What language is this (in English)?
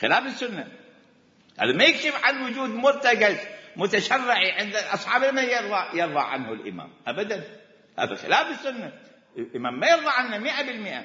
Mesopotamian Arabic